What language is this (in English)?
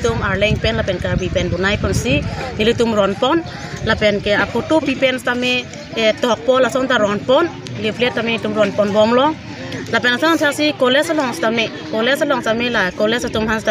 Karbi